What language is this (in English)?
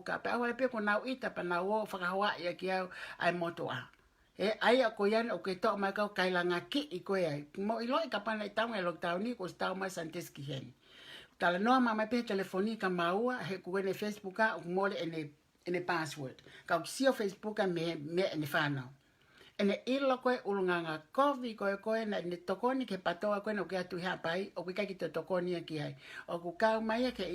Tongan